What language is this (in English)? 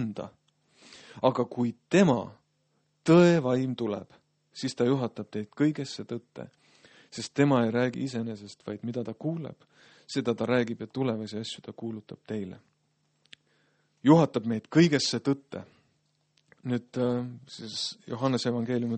Estonian